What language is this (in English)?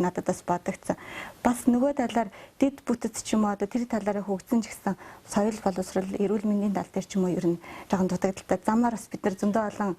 Mongolian